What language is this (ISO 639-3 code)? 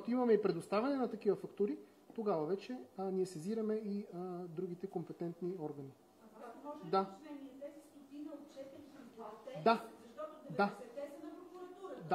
bul